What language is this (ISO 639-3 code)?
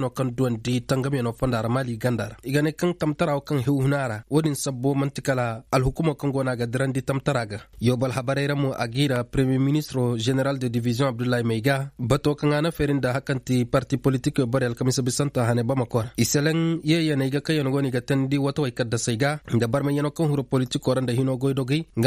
ses